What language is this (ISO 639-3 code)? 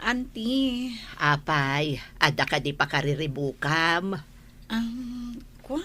ilo